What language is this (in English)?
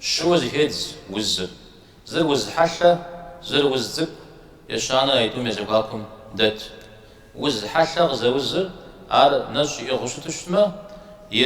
Kabardian